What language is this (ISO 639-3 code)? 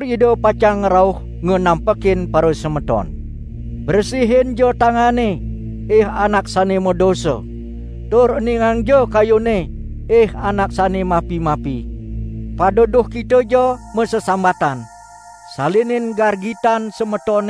ban